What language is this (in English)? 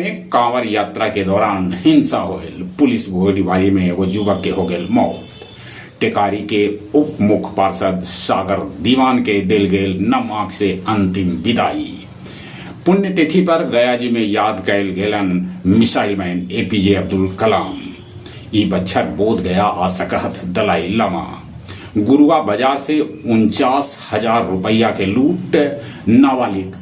Magahi